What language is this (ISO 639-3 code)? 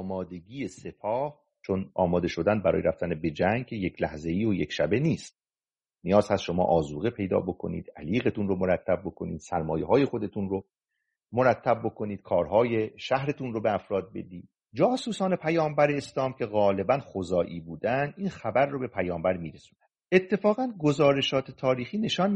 fas